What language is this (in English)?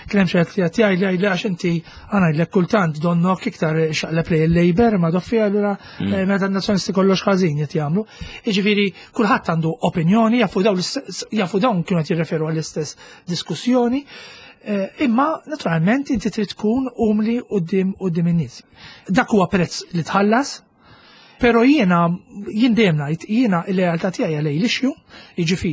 Maltese